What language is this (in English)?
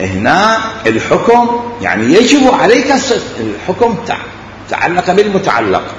Mesopotamian Arabic